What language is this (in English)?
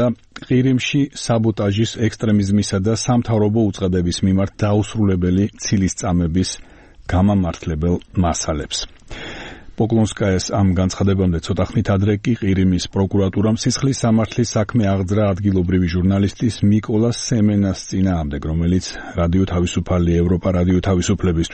Georgian